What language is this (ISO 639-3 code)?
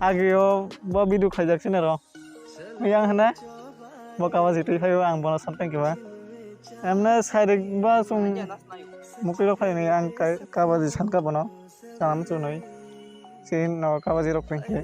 trp